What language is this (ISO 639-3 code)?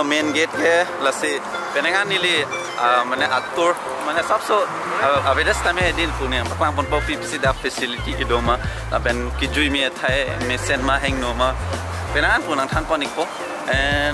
mjw